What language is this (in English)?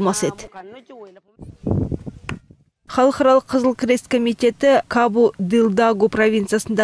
Kazakh